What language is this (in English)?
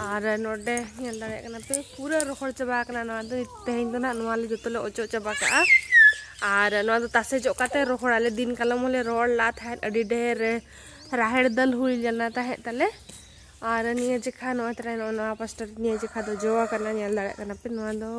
Santali